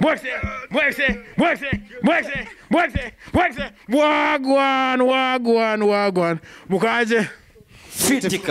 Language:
Swahili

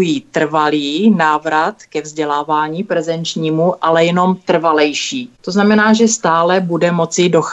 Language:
Czech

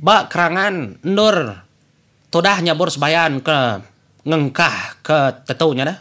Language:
Iban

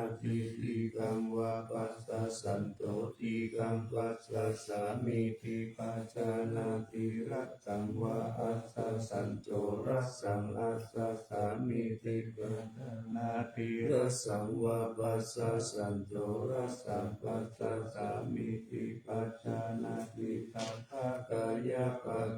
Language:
Pali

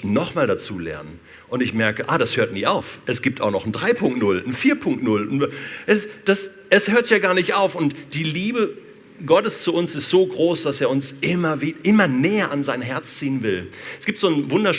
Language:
Swiss German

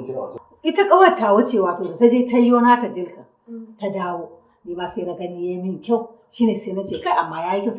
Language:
Hausa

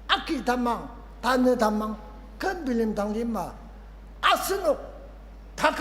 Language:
Ao Naga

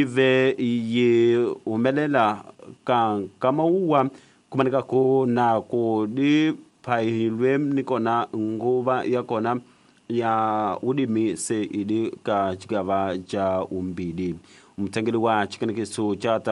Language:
Tsonga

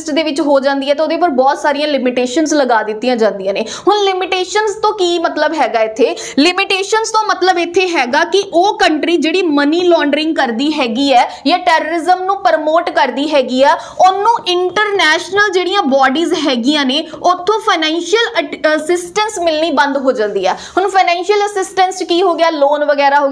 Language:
Punjabi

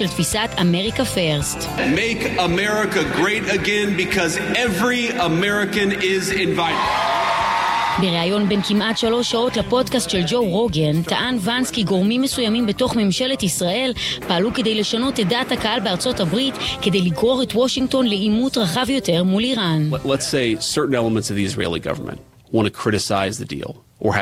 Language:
Hebrew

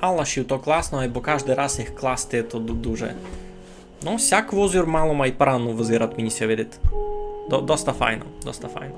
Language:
Rusyn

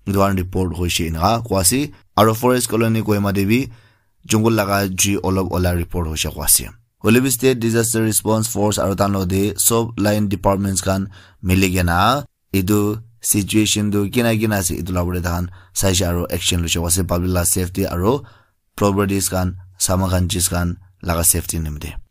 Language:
Naga Pidgin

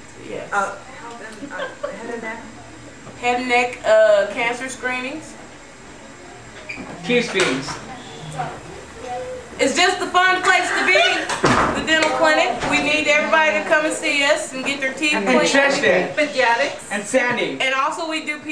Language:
English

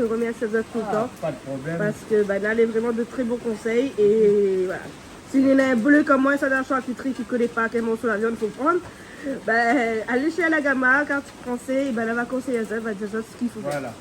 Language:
Réunion Creole French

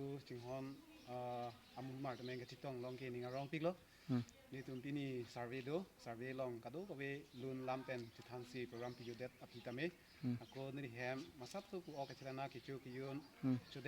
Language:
Karbi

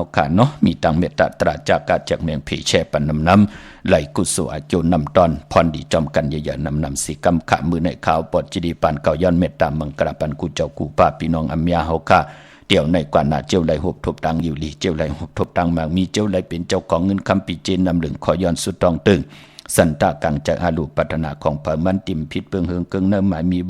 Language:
Shan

